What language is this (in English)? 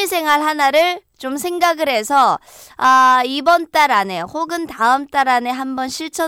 Korean